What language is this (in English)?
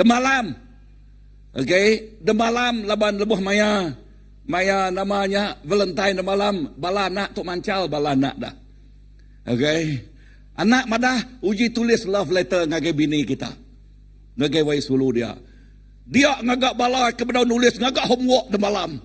Iban